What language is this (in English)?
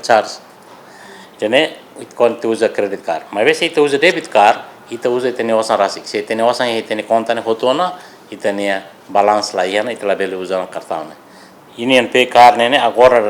Tetum